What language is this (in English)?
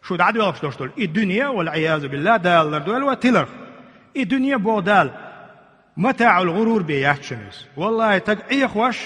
Chechen